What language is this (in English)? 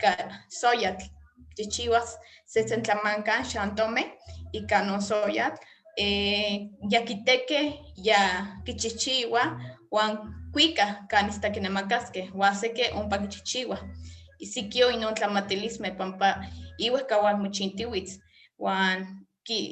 Eastern Huasteca Nahuatl